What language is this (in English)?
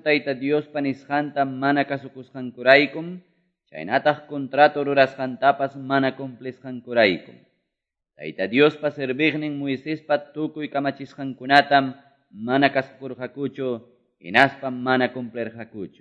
Quechua